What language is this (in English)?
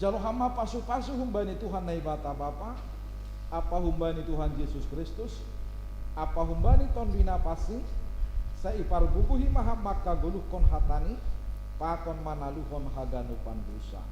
Batak Simalungun